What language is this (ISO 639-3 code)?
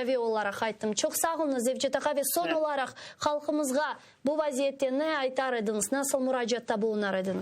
crh